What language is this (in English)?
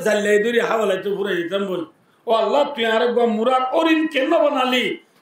Rohingya